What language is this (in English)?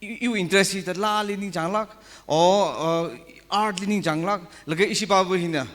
Tangkhul Naga (India)